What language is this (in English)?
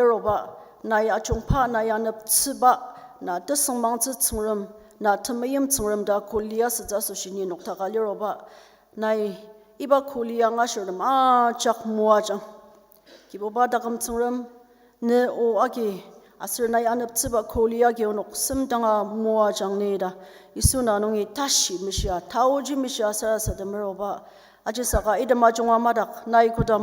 Ao Naga